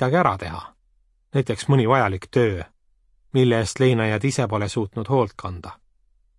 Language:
Estonian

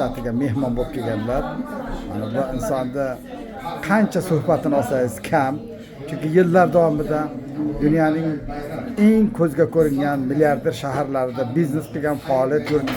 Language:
Uzbek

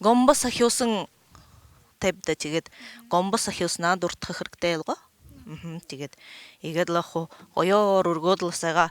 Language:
Buriat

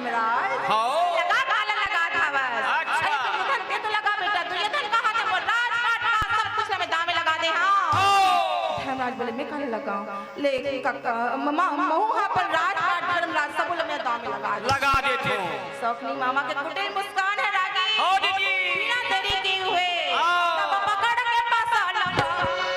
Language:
Chhattisgarhi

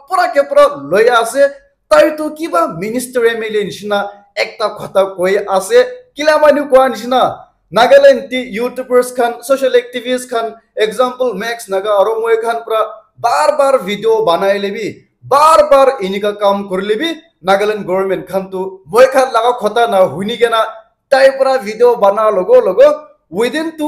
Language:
Naga Pidgin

